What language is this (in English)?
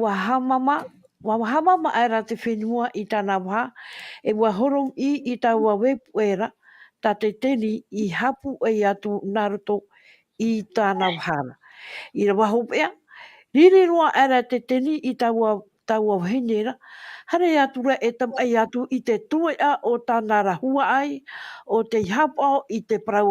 Tahitian